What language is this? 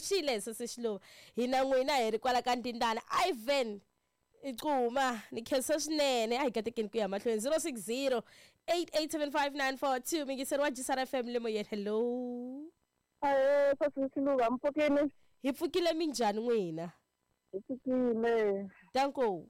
Tsonga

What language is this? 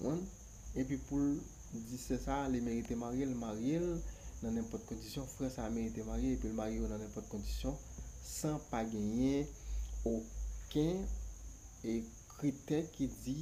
Haitian Creole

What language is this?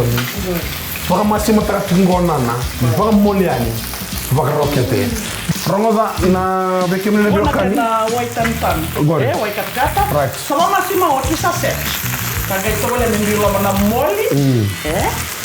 Fijian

